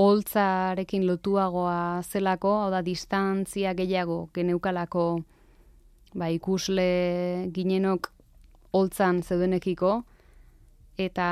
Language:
Basque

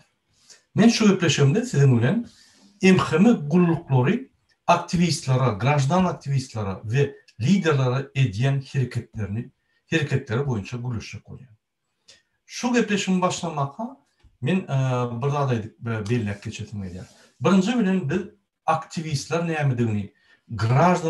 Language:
Turkmen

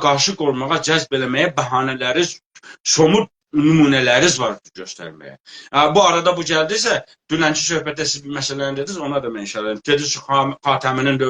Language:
South Azerbaijani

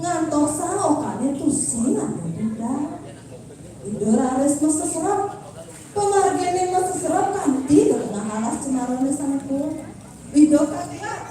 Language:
Balinese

